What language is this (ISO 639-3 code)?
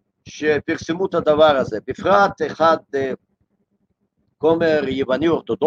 heb